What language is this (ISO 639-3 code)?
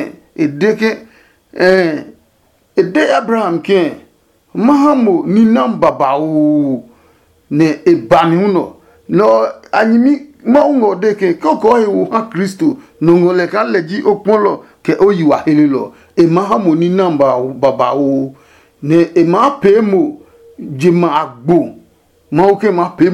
ada